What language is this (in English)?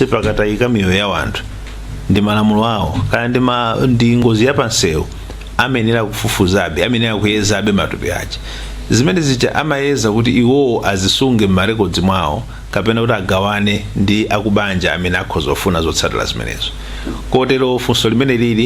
Nyanja